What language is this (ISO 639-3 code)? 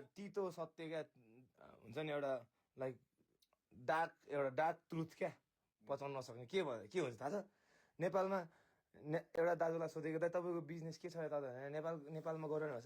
nep